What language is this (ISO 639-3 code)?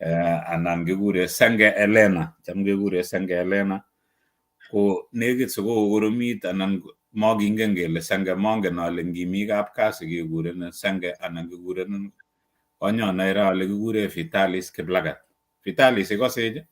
kln